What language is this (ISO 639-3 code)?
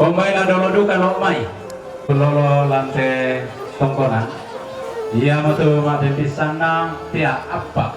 sda